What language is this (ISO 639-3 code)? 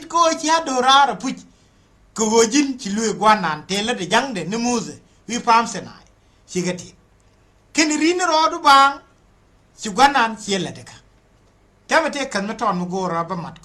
nus